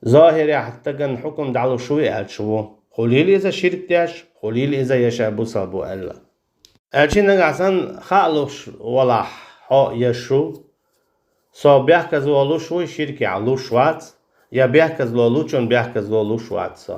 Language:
Chechen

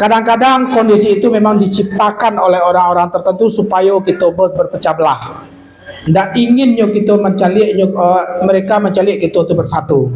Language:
Minangkabau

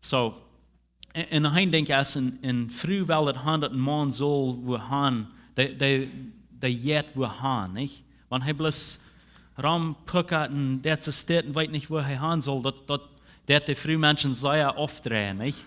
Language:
Plautdietsch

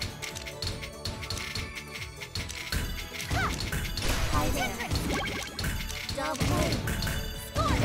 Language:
English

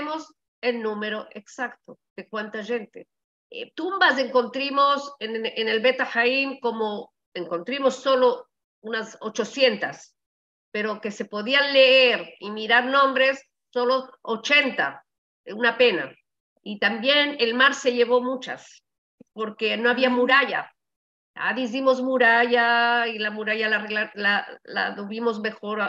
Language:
Ladino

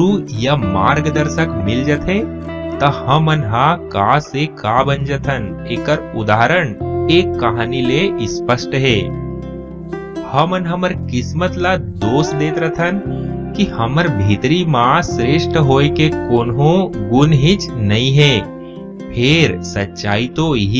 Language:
Chhattisgarhi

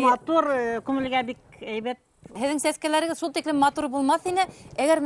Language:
Bashkir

